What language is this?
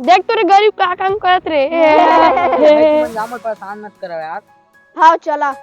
Chhattisgarhi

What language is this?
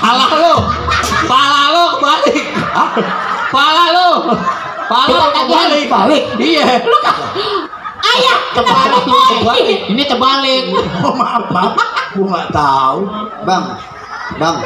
Betawi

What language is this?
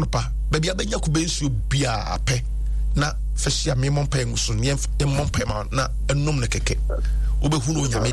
Akan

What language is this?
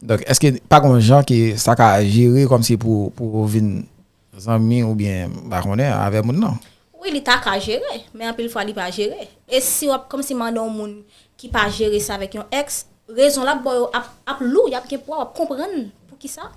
Haitian Creole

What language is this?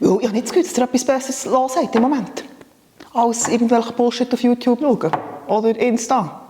Swiss German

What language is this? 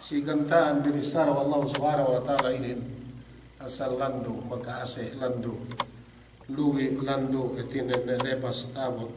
Yakan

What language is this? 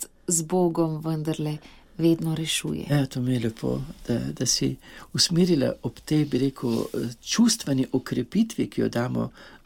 Slovenian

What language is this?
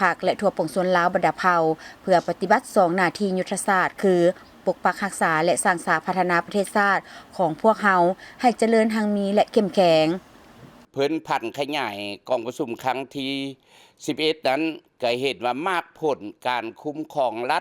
Lao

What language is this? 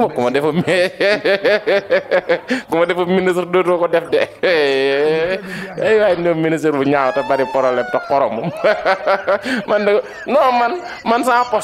Wolof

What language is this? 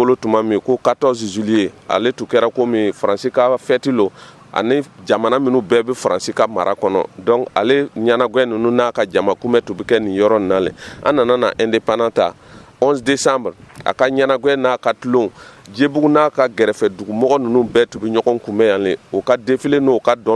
Dyula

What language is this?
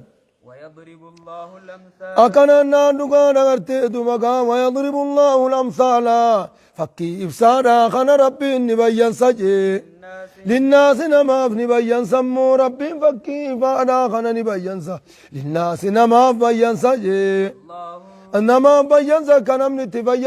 Oromo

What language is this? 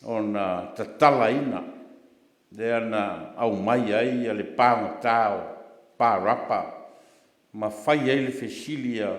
Samoan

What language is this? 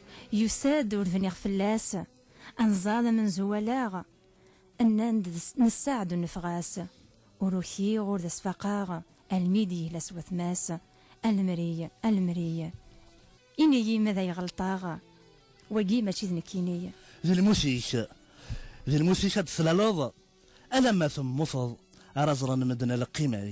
Kabyle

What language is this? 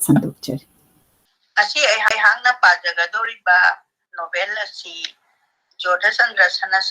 Manipuri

